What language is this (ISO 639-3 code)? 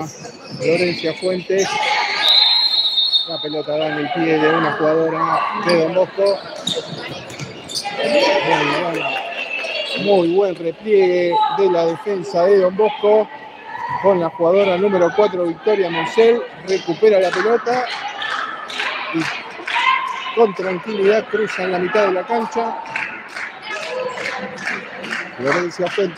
spa